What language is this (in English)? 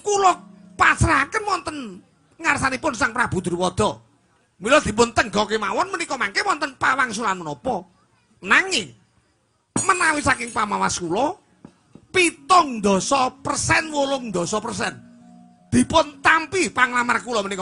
Javanese